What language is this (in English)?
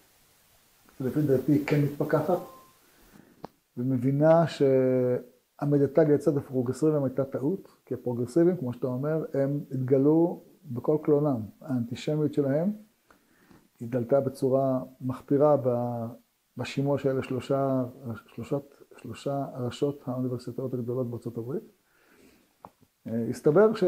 Hebrew